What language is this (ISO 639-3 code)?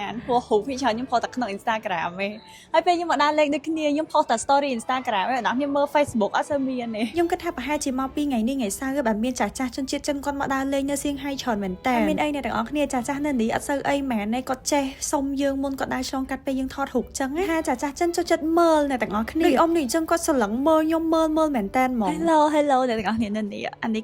khm